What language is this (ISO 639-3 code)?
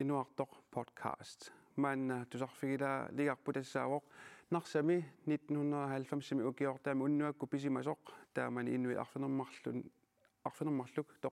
kal